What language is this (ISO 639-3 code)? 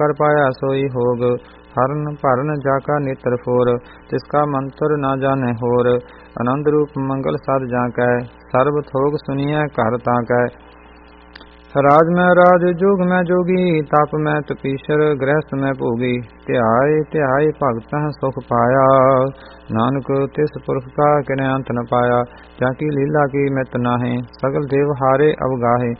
pan